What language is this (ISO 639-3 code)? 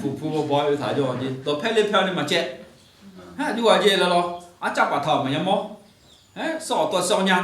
ahk